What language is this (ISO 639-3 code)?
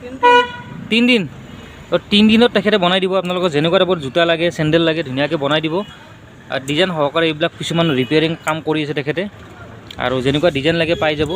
asm